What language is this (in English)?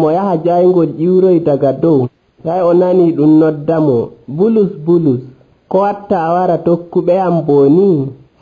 Nigerian Fulfulde